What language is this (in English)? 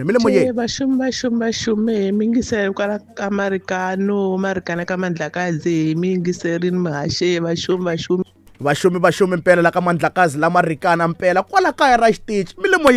Tsonga